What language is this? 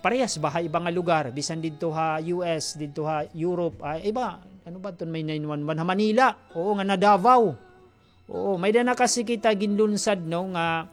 Waray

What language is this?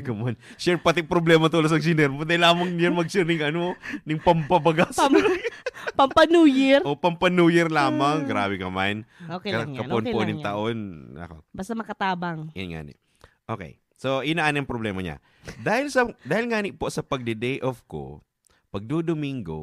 Bikol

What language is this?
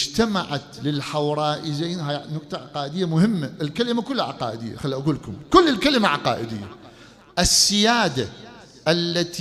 Mesopotamian Arabic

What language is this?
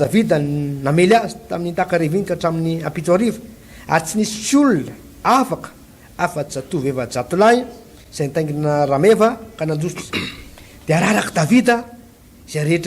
Malagasy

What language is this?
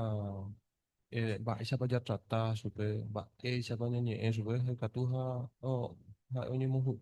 Guarani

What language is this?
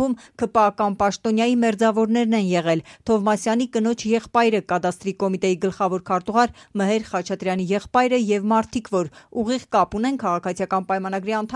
Armenian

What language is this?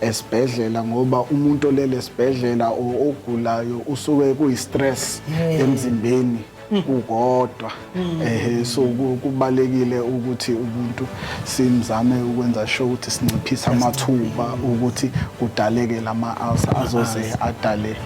Zulu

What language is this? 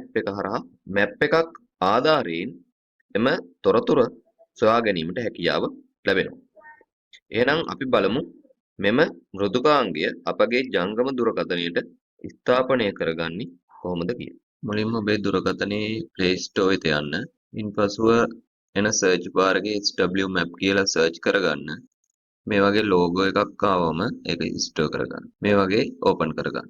Sinhala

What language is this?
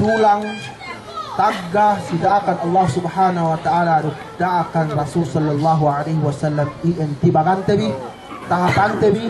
Yakan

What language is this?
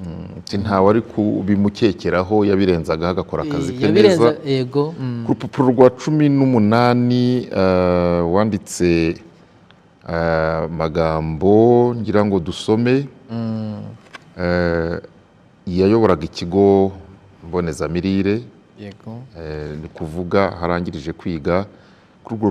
Kinyarwanda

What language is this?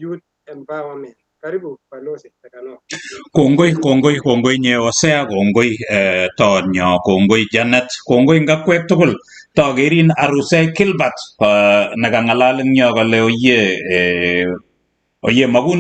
Kalenjin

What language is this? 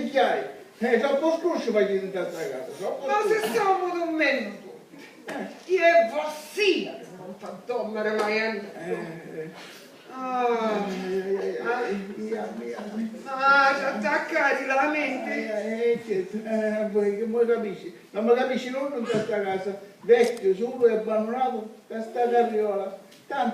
Sicilian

